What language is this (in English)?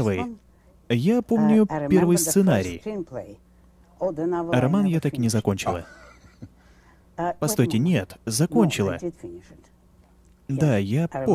Russian